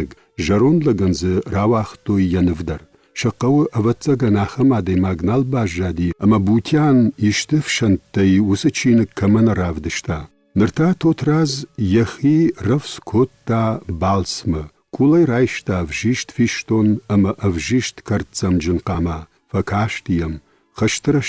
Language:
Ossetic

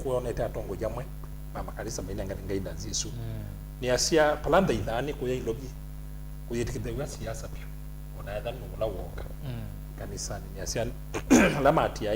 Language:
Kamba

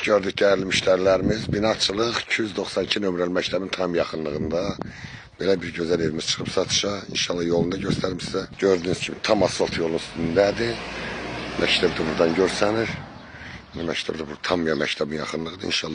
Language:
Azerbaijani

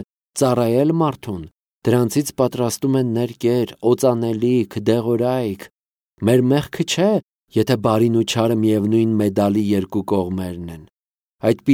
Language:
Armenian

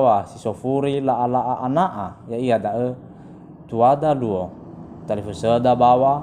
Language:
Nias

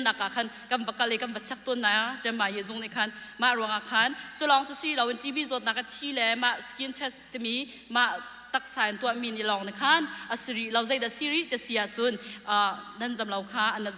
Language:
Hakha Chin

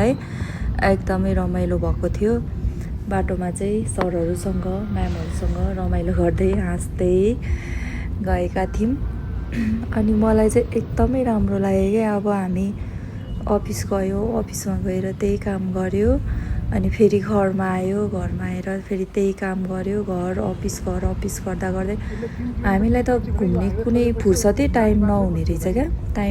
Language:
Nepali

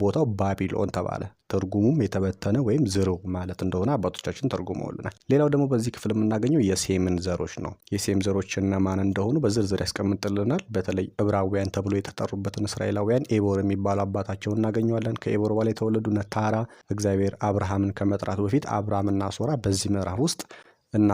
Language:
Amharic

